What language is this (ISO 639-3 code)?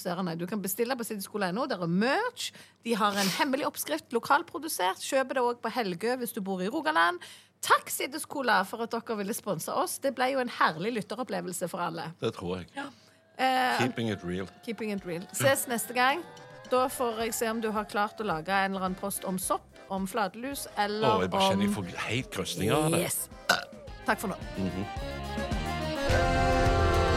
nor